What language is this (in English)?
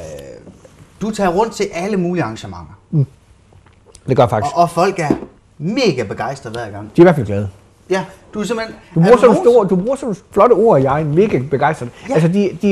Danish